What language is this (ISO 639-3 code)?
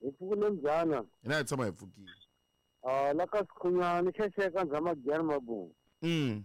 tso